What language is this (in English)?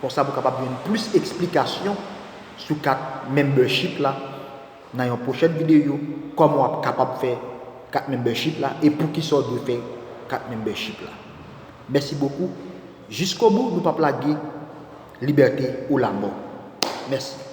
Haitian Creole